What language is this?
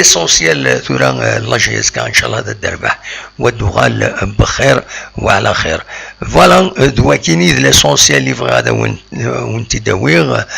Kabyle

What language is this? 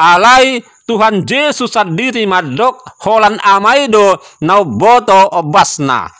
Batak Toba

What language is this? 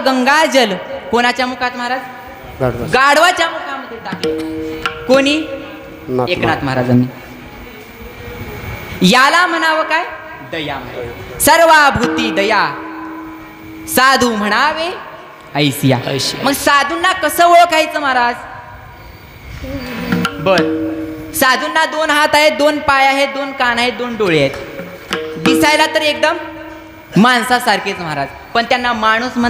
Marathi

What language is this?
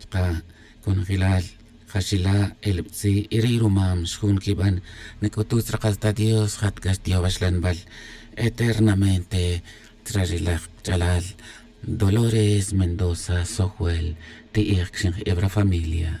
Tz'utujil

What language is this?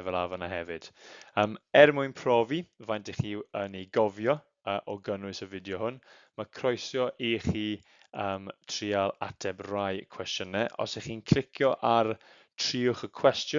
Welsh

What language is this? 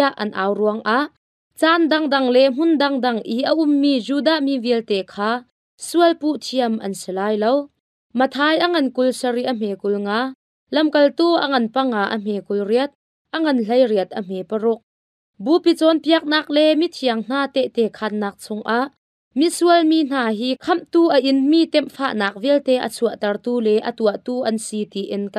Hakha Chin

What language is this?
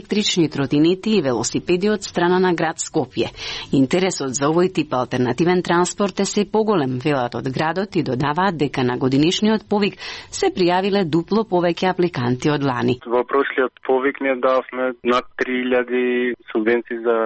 Macedonian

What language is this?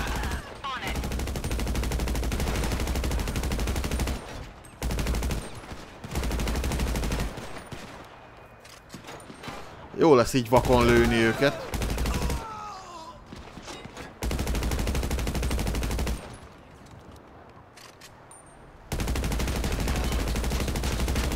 Hungarian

